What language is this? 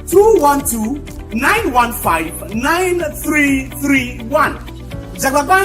Ewe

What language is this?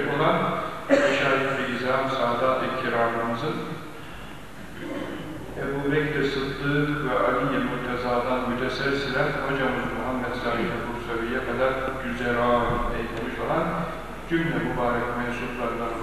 Turkish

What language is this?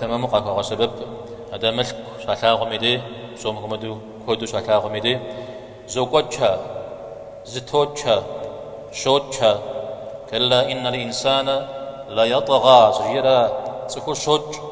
Kabardian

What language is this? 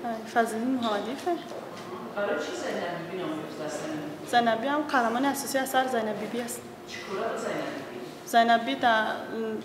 Tajik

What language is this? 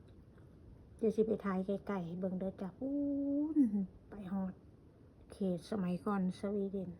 Lao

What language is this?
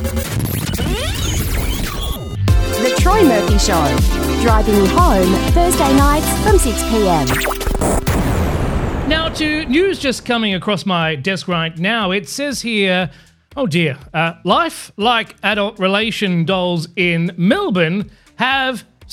English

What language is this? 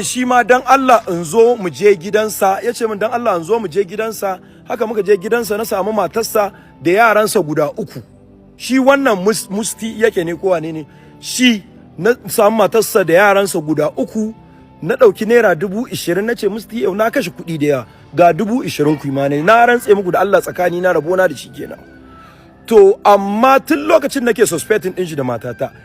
Hausa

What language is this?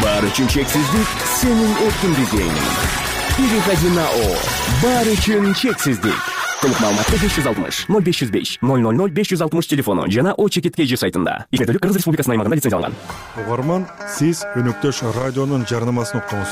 Kyrgyz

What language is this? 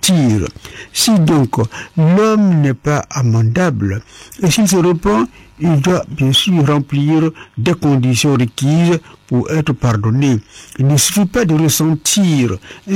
French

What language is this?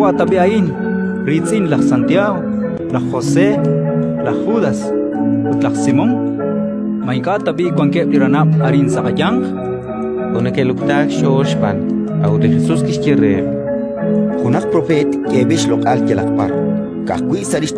Kekchí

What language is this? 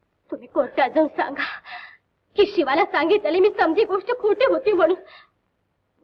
Marathi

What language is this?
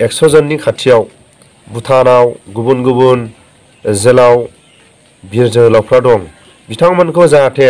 Bodo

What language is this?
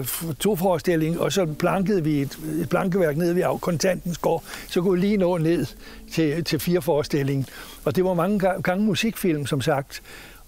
Danish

